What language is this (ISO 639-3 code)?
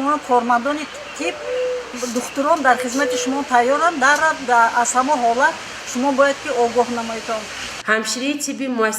tgk